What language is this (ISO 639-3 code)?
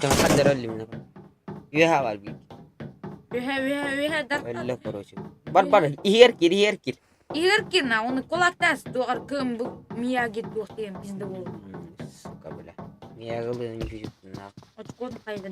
sah